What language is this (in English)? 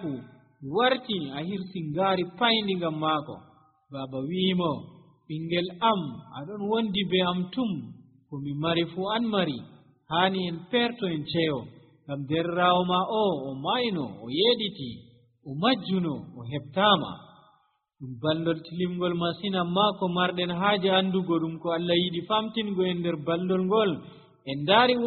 Nigerian Fulfulde